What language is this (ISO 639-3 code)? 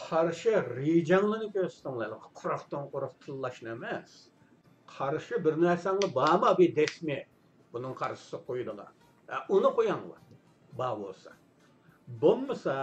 uig